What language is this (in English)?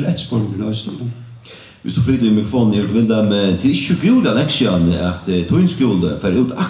Faroese